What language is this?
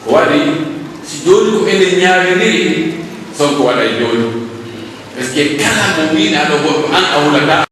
Pular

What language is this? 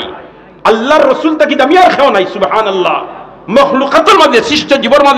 Sylheti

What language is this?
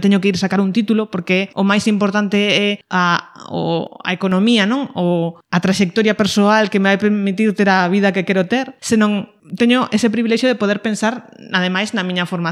Galician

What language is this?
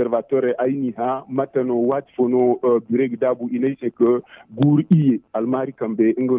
Zarma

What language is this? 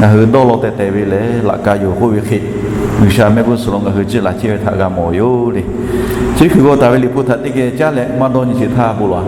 Lahu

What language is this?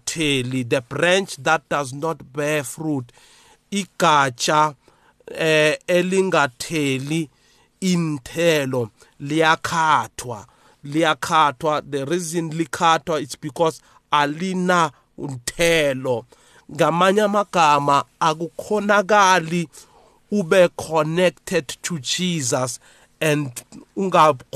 South Ndebele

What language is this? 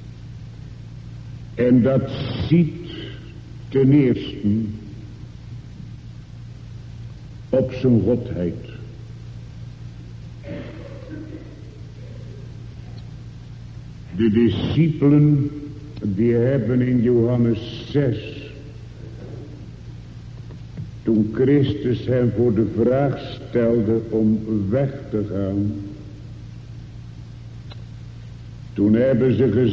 Dutch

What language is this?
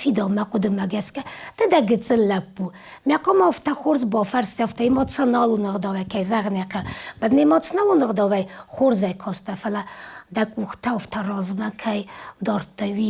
Ossetic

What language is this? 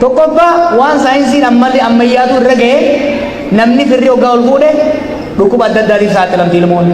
Oromo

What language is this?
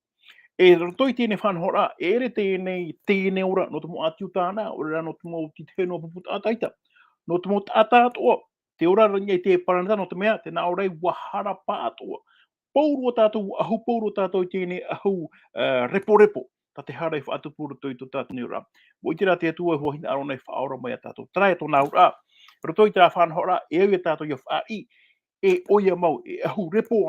Tahitian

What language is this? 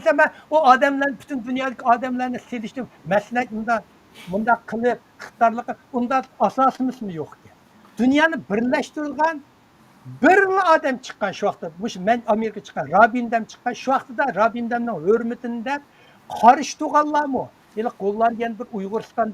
Uyghur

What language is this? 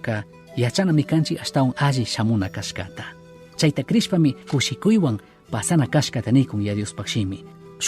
Chimborazo Highland Quichua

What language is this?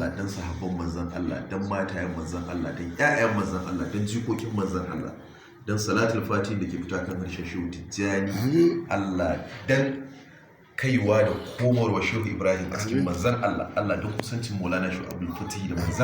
Hausa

